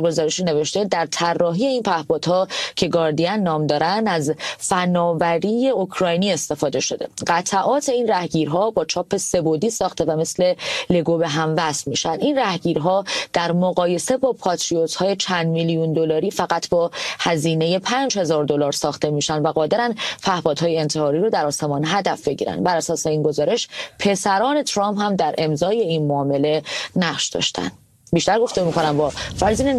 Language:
Persian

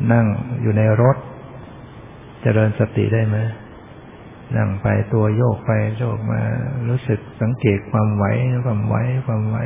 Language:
Thai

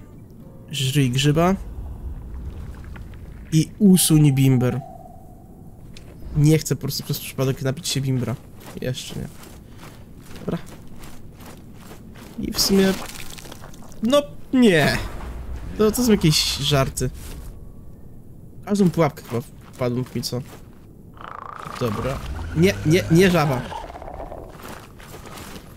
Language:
Polish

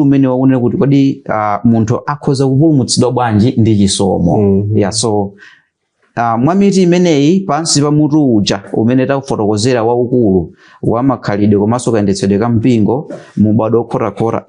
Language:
Nyanja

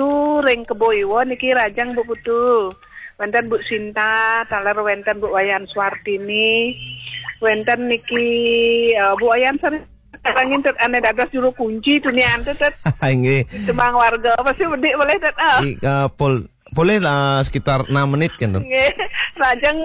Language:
Balinese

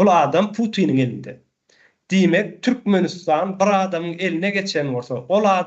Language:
Turkmen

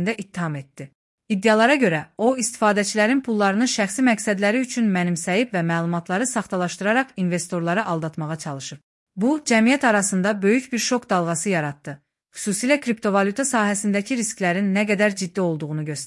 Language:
Azerbaijani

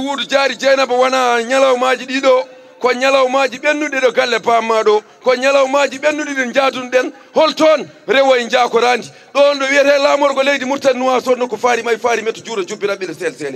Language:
Fula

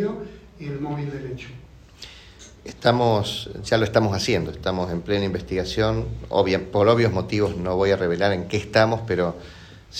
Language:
Spanish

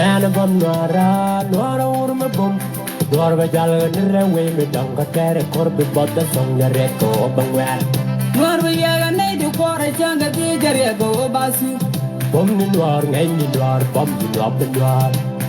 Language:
Nuer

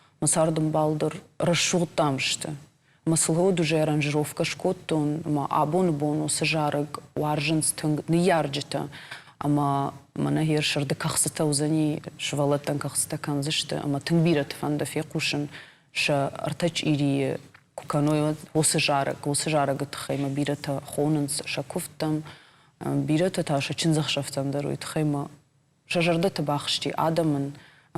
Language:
Ossetic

